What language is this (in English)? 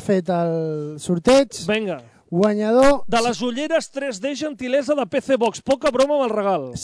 Catalan